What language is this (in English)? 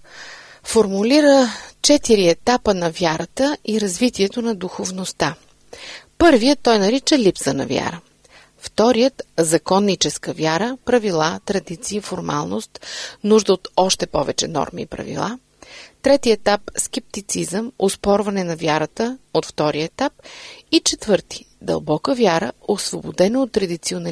Bulgarian